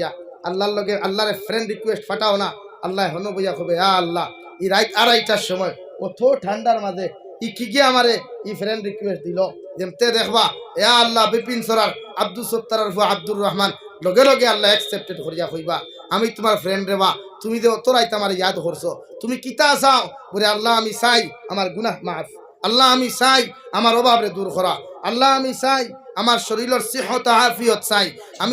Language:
Sylheti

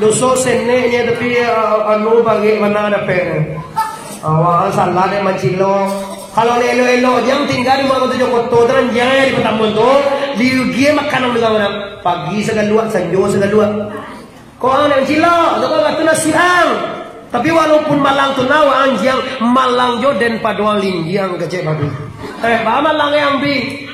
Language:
Minangkabau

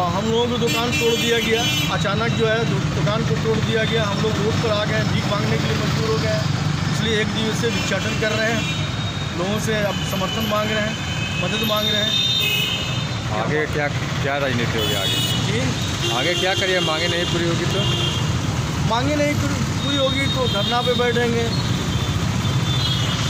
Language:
Hindi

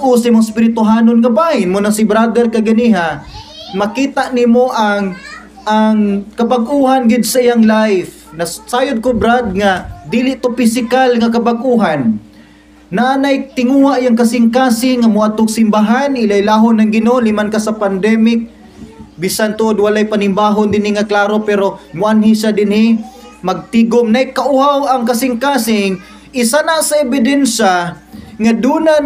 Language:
Cebuano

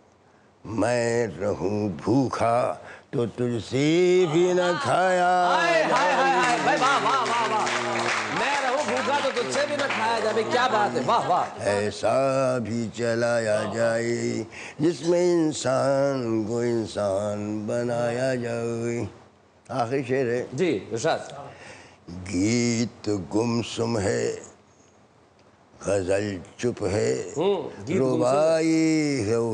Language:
Hindi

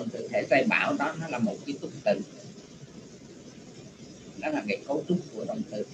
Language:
Vietnamese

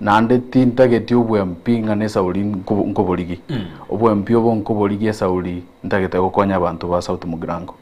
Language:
Gusii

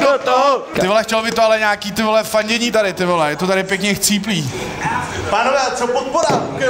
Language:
Czech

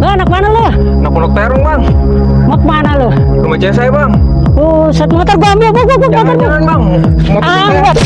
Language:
Betawi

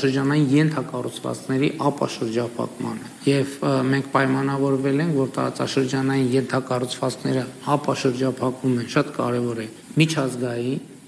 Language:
Armenian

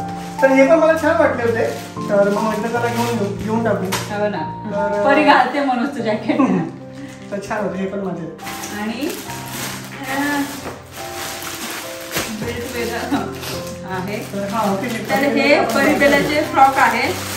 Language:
Marathi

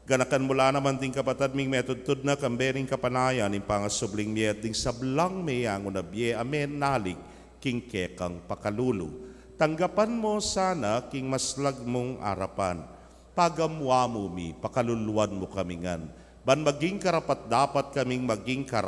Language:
Pampanga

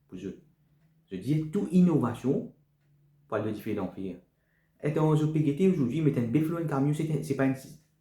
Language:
Morisyen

